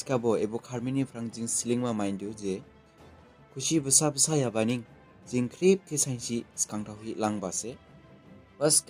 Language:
Dimasa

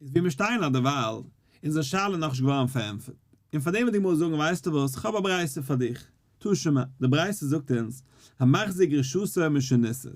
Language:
Yiddish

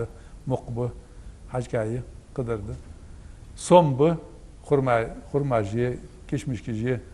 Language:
Ingush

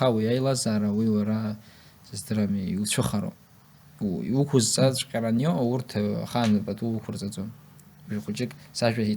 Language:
Abkhazian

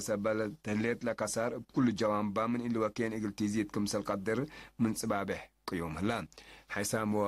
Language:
Tigre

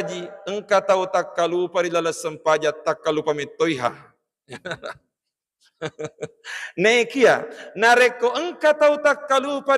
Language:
Buginese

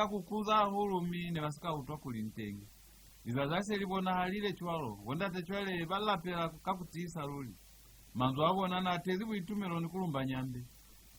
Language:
Lozi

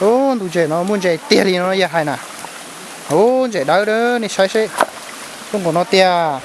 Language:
Hmong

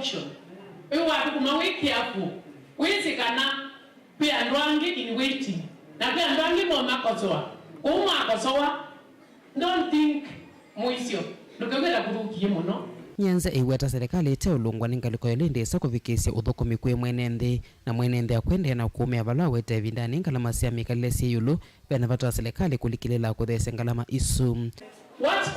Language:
Kamba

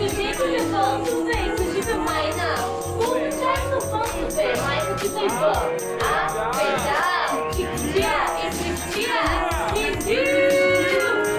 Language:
Bulgarian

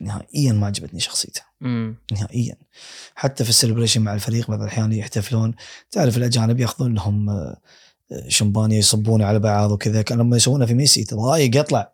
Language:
Gulf Arabic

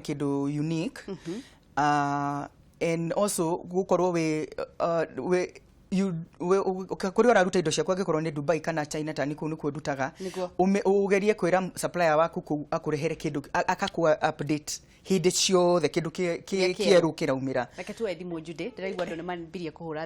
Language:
Kikuyu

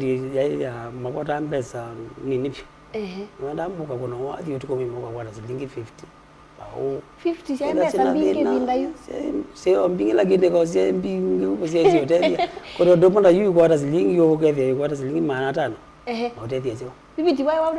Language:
Kamba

